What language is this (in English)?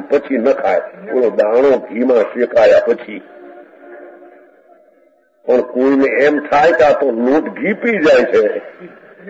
Gujarati